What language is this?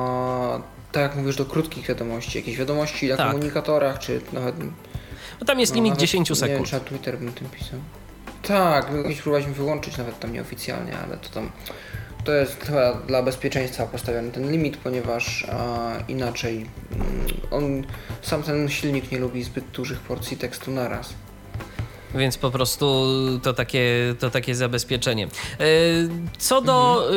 Polish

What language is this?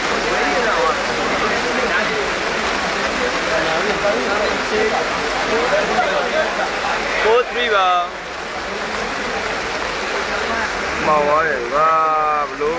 Burmese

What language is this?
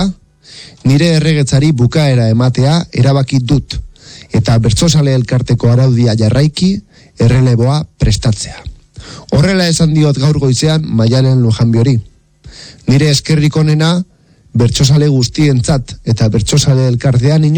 Basque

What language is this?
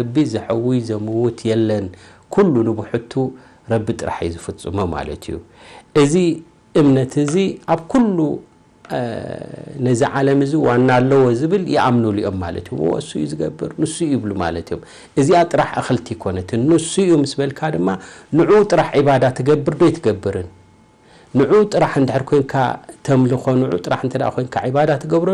Tigrinya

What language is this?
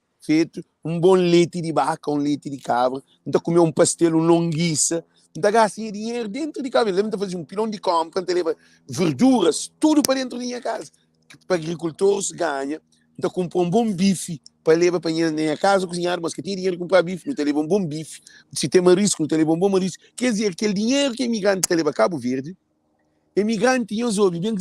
Kabuverdianu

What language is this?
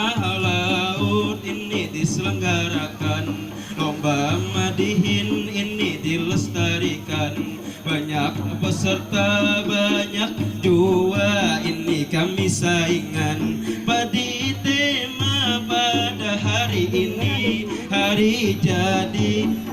Banjar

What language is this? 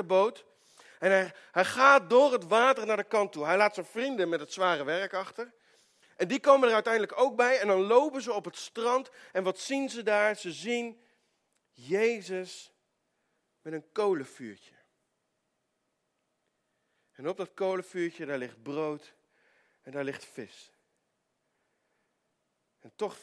Dutch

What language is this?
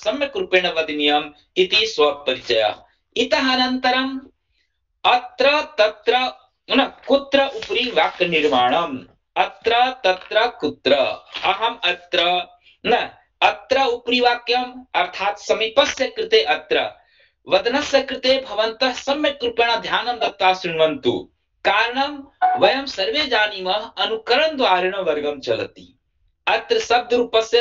Sanskrit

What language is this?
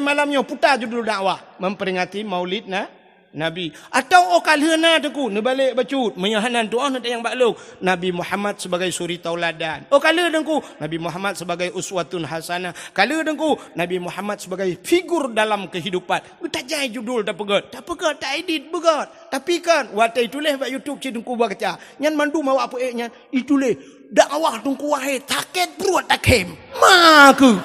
Achinese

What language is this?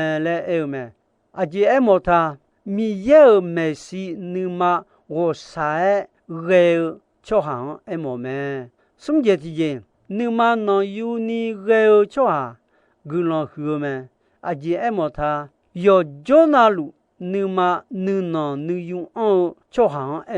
Akha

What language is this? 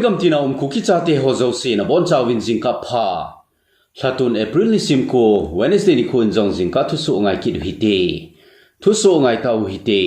Thado Chin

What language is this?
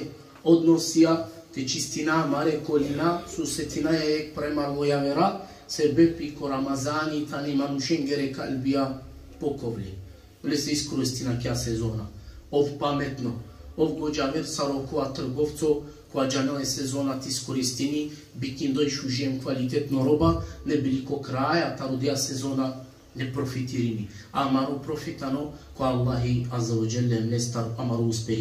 Balkan Romani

